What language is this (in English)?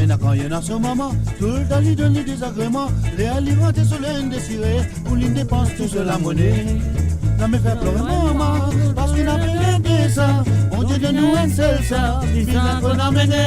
Morisyen